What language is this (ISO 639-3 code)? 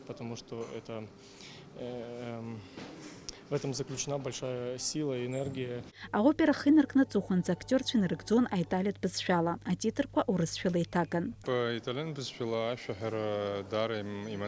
abk